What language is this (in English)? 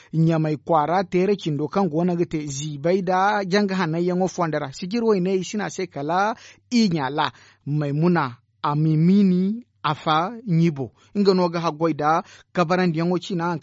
Zarma